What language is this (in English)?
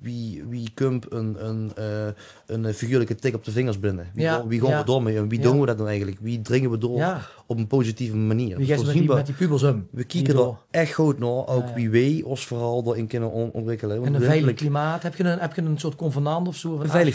Limburgish